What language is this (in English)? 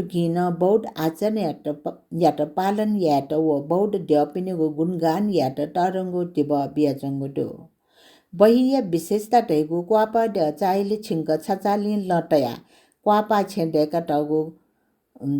Newari